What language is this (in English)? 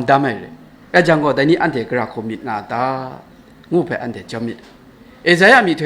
Kachin